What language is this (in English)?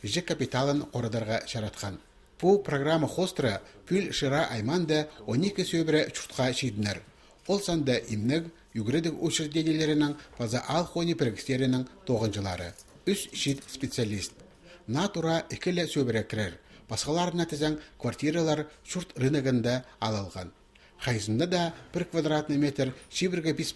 Khakas